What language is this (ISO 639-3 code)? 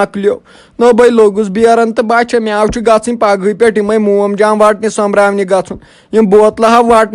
kas